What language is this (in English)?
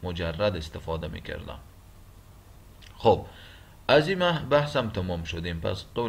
Persian